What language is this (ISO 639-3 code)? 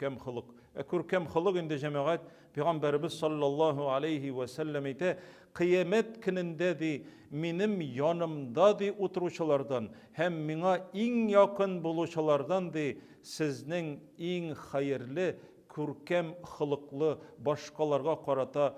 tat